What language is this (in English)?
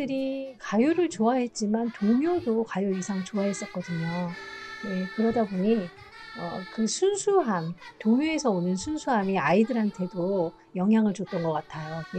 Korean